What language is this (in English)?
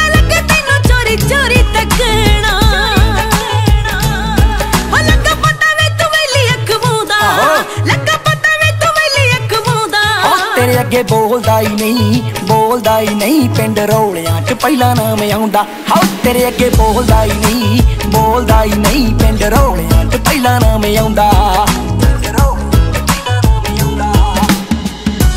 Punjabi